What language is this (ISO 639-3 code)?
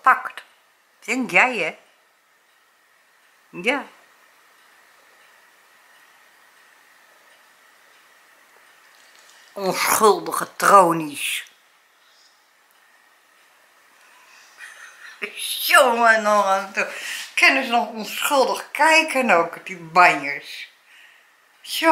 nld